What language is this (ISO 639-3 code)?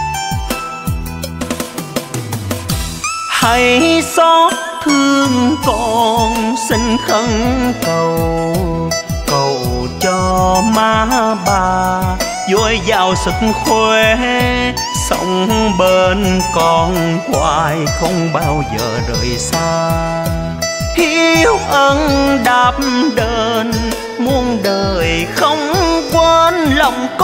vie